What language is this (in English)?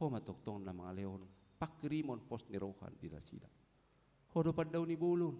Batak Toba